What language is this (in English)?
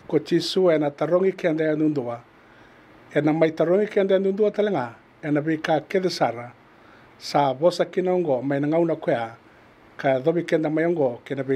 Fijian